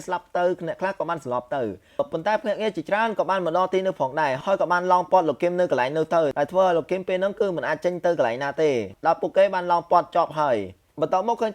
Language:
Khmer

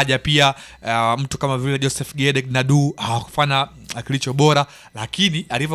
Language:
Swahili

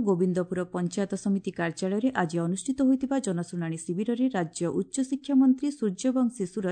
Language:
Odia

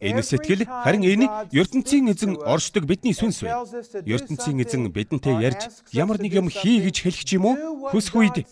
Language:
Mongolian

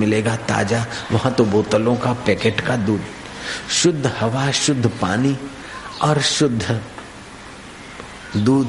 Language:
Hindi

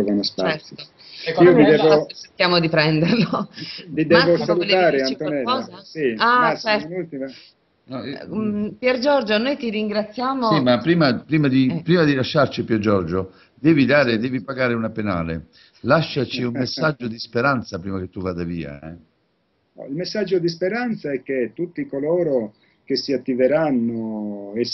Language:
Italian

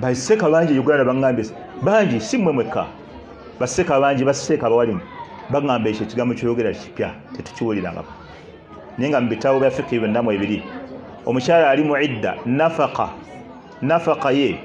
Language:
Ganda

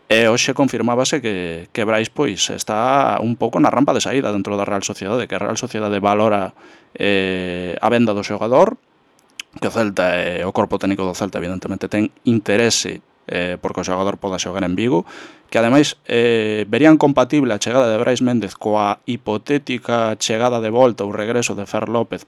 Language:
Galician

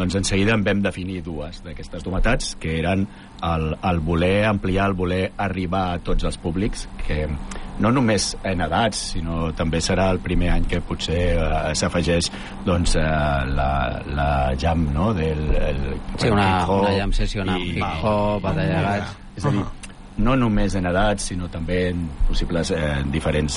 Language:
Catalan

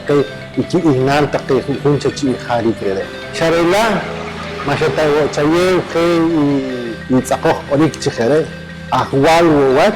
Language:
Poqomchi'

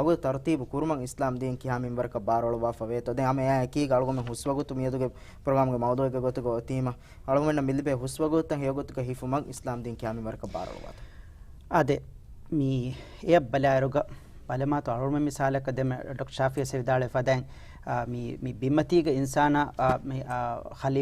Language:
Divehi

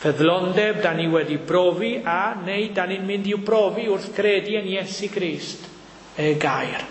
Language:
Welsh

